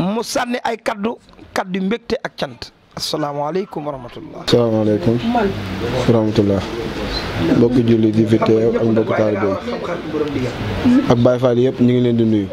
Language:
Wolof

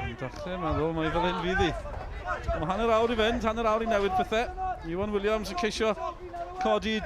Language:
Welsh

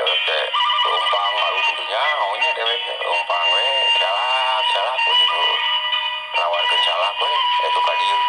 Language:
Sundanese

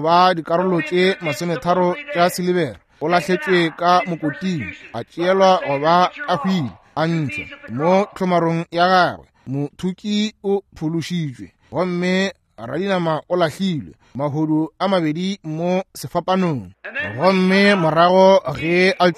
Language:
Northern Sotho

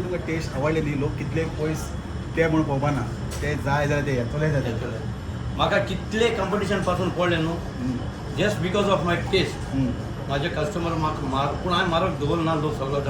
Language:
Konkani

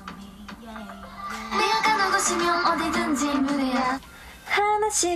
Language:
Korean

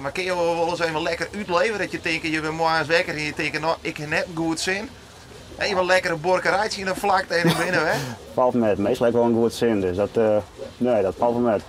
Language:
Western Frisian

